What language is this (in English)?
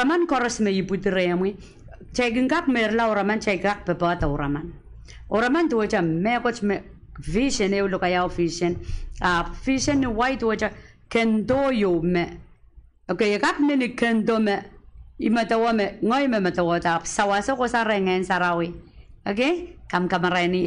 Pohnpeian